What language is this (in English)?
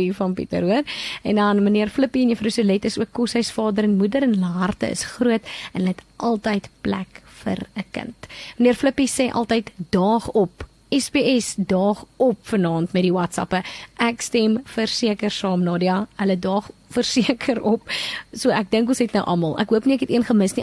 Afrikaans